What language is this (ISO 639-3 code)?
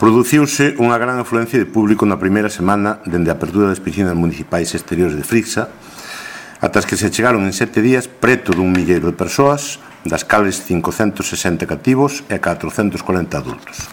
glg